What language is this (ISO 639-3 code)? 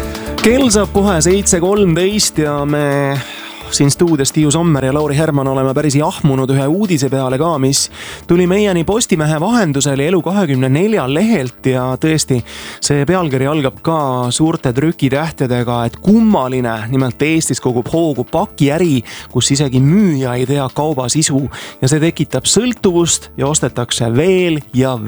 est